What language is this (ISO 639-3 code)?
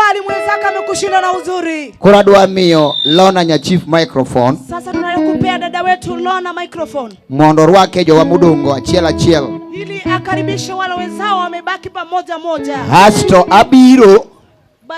luo